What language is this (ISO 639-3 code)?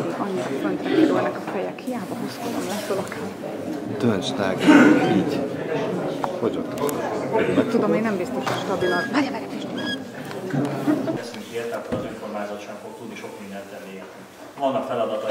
hun